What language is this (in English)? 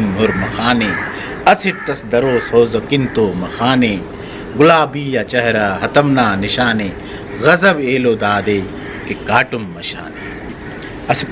Brahui